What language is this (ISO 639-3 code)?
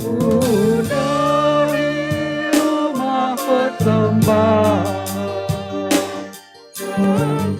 btx